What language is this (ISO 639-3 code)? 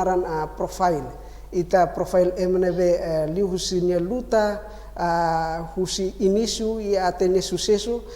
tet